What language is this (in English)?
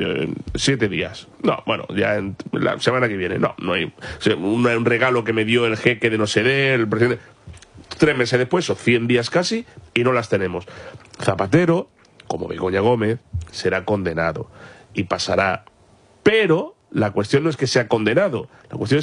Spanish